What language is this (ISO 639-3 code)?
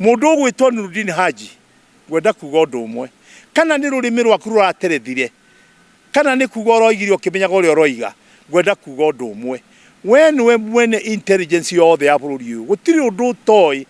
kik